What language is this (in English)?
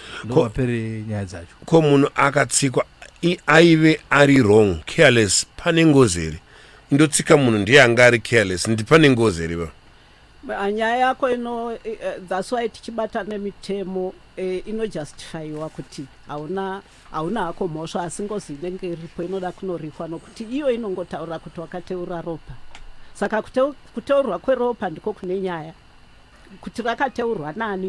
Shona